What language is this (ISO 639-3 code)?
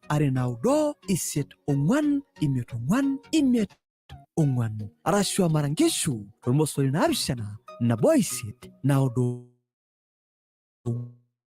mas